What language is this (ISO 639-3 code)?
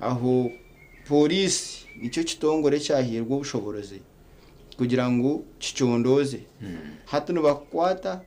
nyn